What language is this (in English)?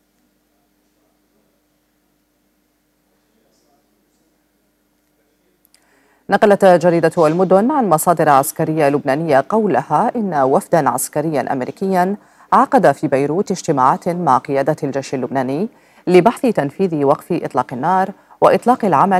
Arabic